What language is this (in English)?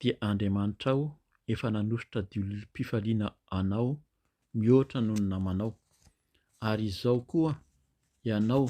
Malagasy